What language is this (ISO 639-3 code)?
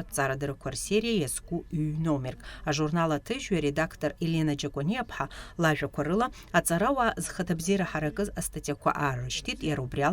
abk